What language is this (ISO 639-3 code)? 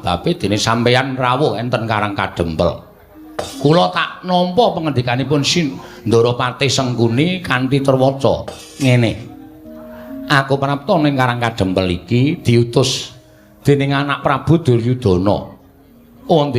jav